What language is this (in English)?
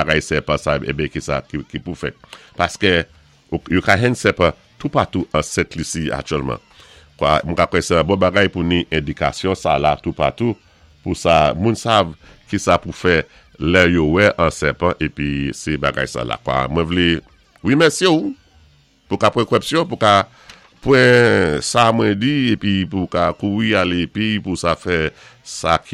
Saint Lucian Creole French